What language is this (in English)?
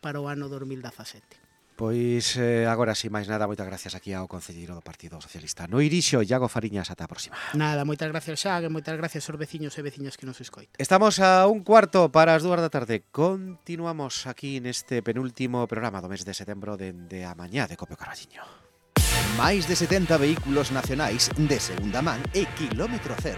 Galician